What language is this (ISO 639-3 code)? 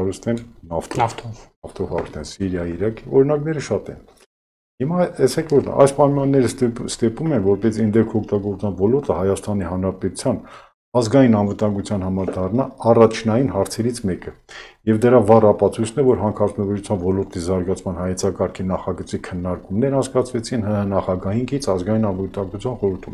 hye